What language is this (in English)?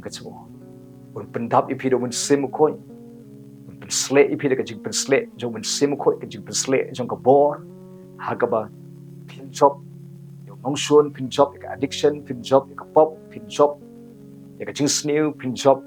Khasi